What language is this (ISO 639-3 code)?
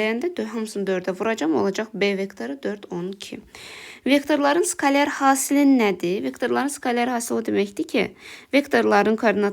aze